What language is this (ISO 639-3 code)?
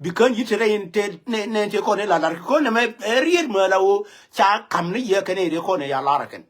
nus